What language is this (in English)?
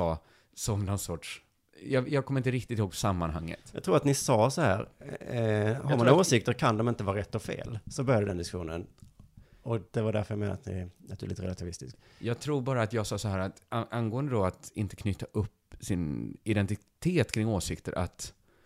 Swedish